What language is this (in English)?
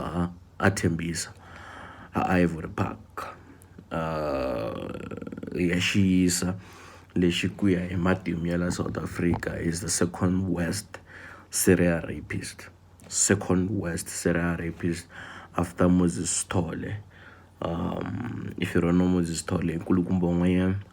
Tsonga